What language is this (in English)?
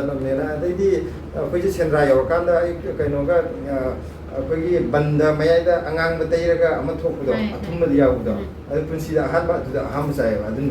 Manipuri